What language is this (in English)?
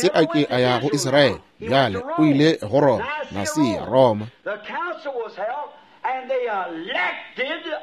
Northern Sotho